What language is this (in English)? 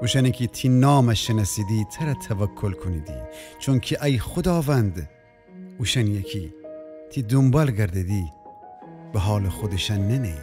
Gilaki